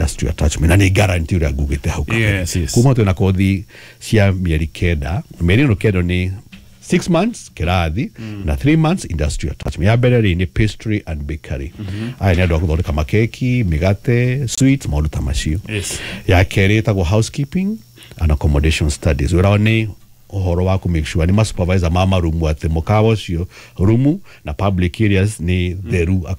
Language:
Kikuyu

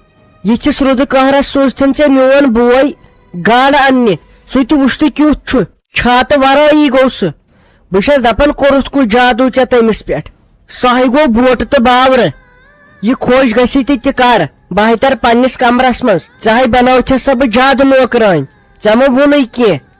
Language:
Kashmiri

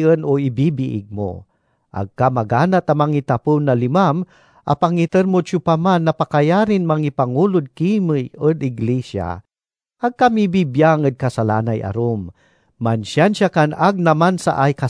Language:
Pangasinan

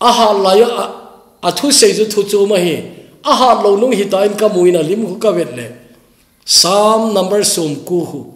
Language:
Thado Chin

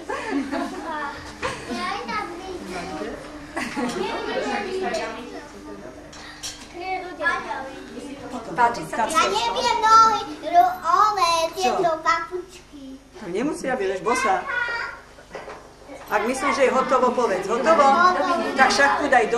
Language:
Slovak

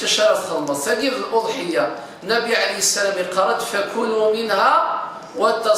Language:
Kabyle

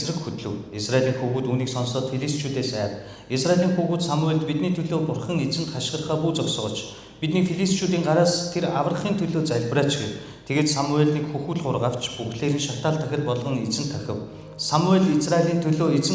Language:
Mongolian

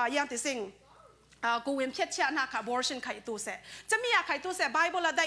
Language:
Falam Chin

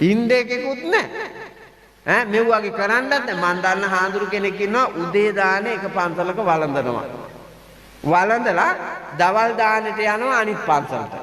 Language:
Sinhala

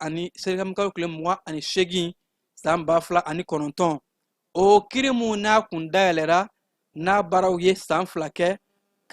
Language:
Bambara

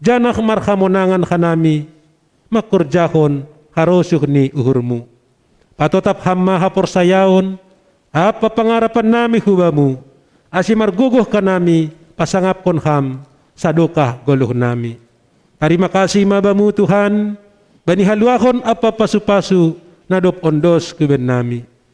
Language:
Batak Simalungun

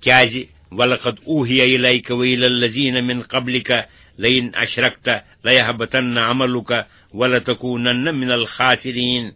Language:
Kashmiri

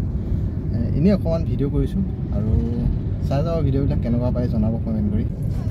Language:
Assamese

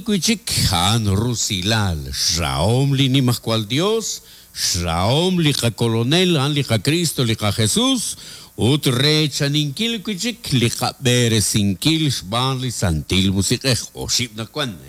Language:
Kekchí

